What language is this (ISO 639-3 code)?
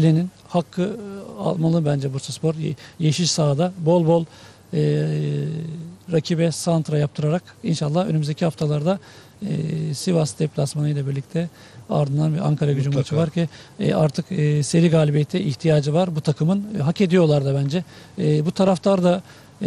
tur